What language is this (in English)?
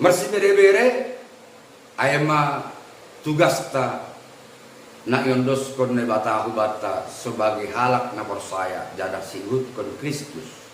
Batak Simalungun